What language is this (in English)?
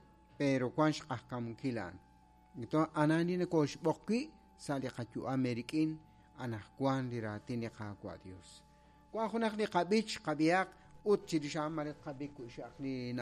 Kekchí